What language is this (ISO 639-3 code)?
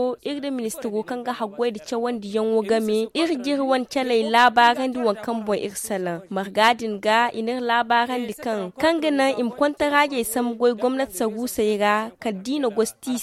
dje